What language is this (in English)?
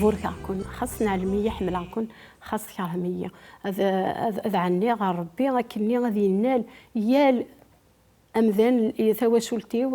Kabyle